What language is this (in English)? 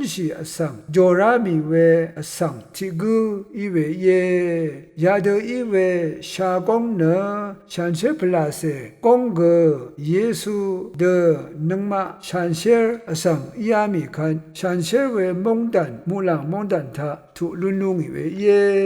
Rawang